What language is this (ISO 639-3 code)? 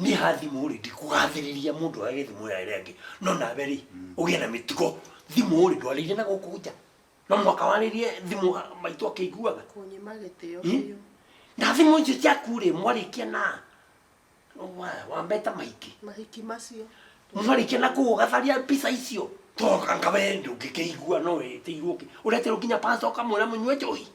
kik